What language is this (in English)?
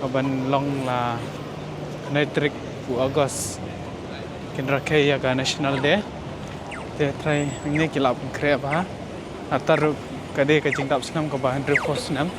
Khasi